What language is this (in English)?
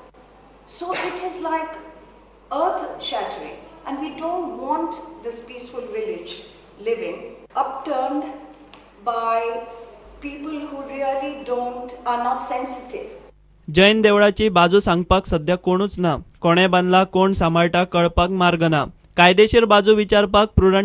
Konkani